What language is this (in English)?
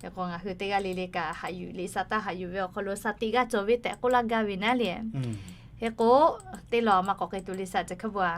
Lahu